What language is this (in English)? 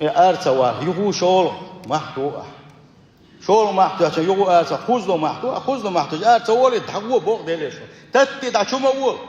Chechen